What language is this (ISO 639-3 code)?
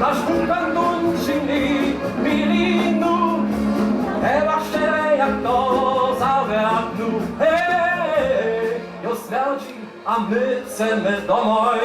hsb